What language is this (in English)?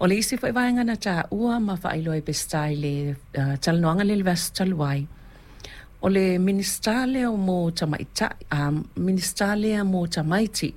Samoan